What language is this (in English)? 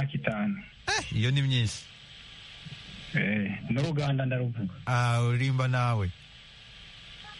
Kinyarwanda